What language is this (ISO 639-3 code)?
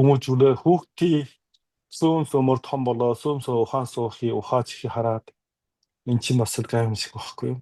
mon